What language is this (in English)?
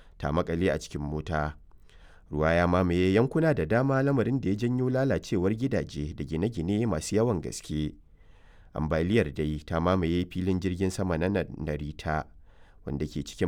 Hausa